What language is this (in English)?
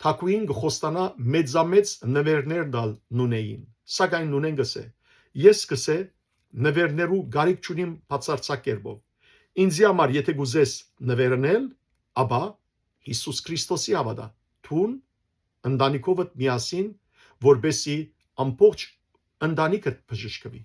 Western Armenian